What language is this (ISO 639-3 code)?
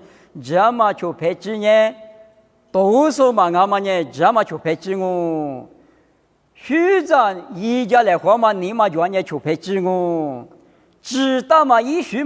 lis